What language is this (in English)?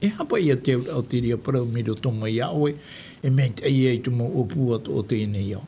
Tahitian